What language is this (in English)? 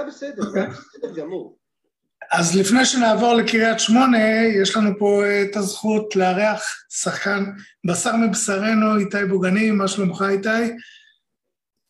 Hebrew